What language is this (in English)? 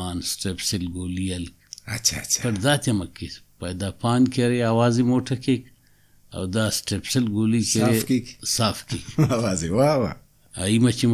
Brahui